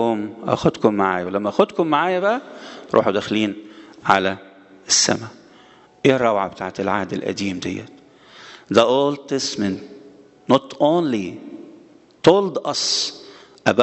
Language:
Egyptian Arabic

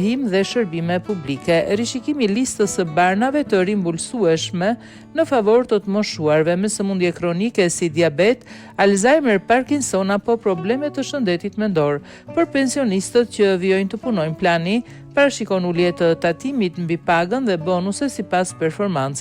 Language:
Albanian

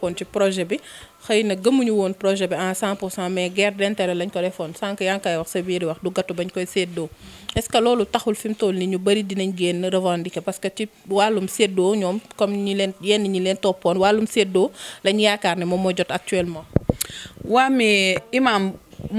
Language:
Wolof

